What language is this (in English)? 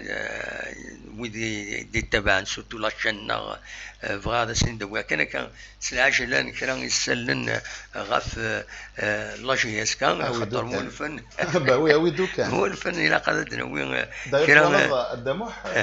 Kabyle